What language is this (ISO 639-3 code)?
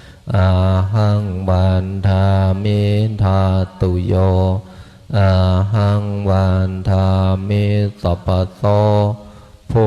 pli